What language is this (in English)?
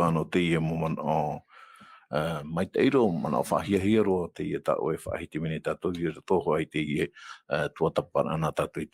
Tahitian